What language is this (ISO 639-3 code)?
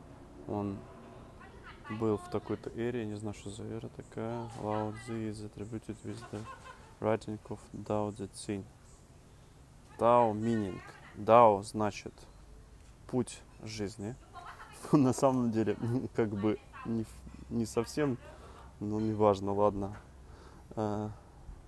rus